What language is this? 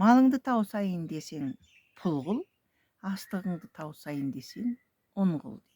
Kazakh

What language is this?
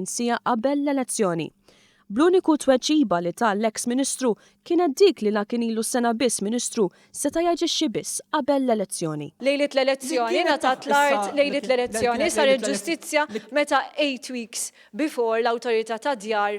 Maltese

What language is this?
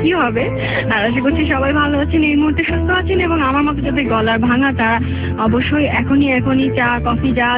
Bangla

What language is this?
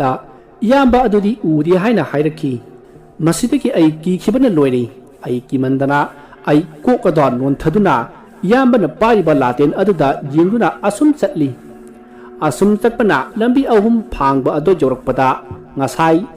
Manipuri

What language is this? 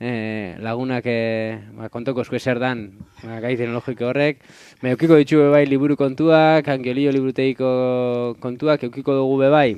Basque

